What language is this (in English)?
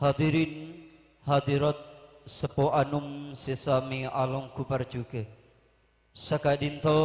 Madurese